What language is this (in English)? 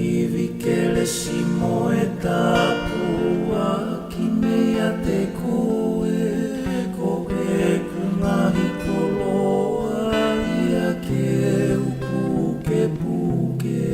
Tongan